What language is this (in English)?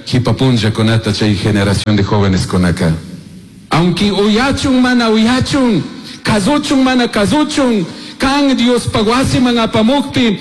Chimborazo Highland Quichua